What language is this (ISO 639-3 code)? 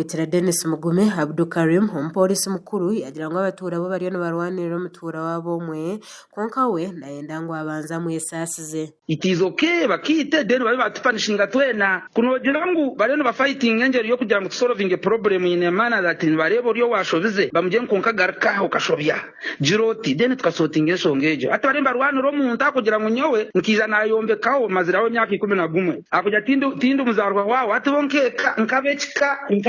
nyn